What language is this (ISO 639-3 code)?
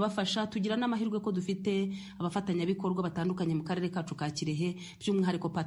kin